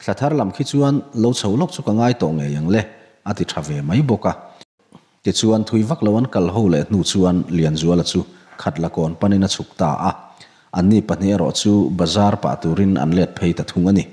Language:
Mizo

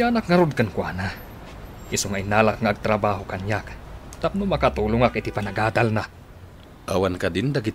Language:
Iloko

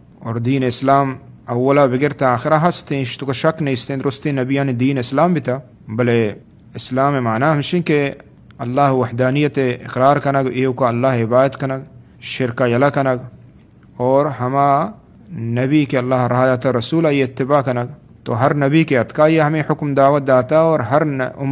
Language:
Eastern Balochi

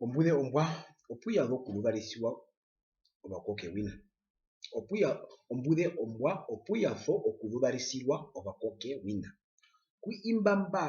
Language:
Herero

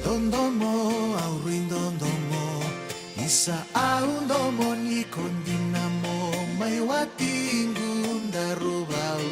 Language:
Fijian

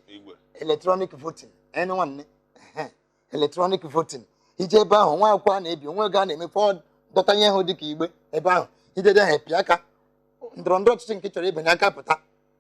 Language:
Igbo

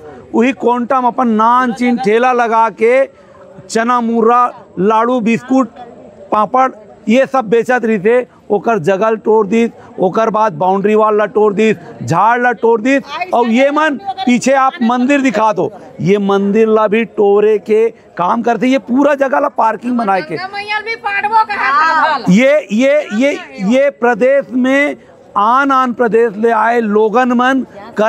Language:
Chhattisgarhi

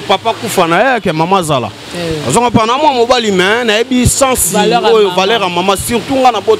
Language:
Lingala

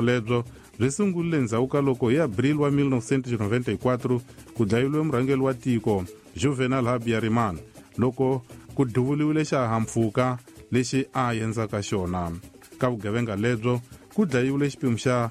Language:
Tsonga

